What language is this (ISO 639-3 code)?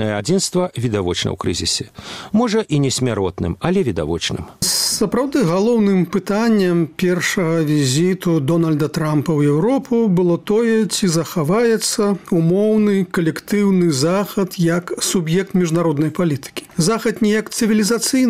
bel